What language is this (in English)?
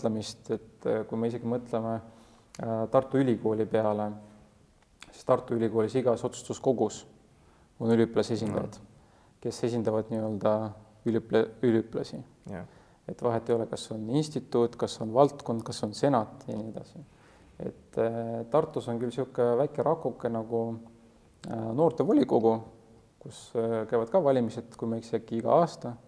Estonian